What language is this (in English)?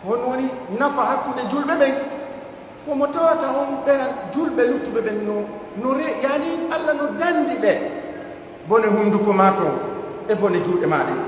Pular